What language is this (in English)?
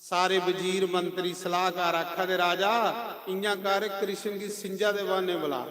Dogri